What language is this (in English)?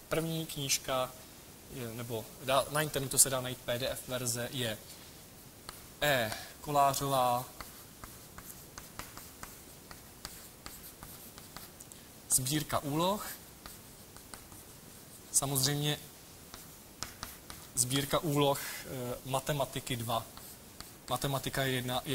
Czech